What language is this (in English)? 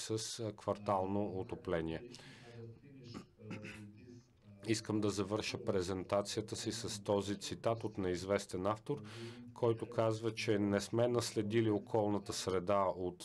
Bulgarian